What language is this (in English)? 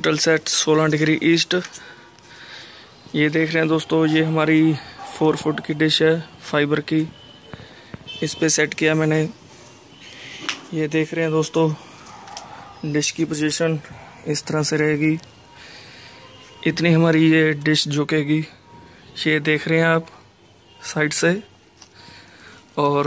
Hindi